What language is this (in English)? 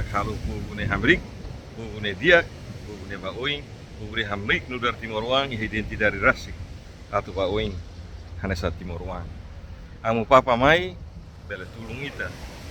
Tetum